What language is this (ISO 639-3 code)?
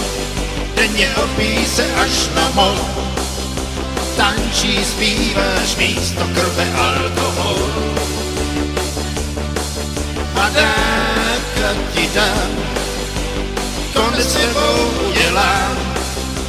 ces